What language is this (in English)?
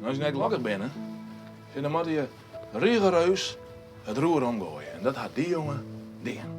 Western Frisian